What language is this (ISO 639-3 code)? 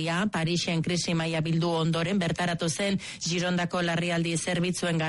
eus